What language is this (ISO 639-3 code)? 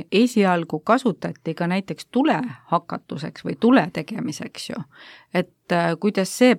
est